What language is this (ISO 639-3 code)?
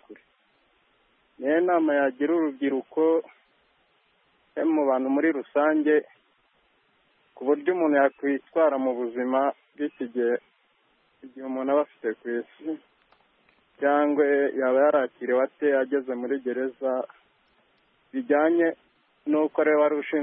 kin